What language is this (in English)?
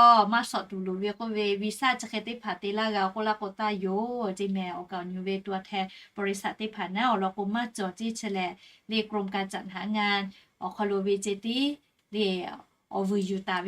Lahu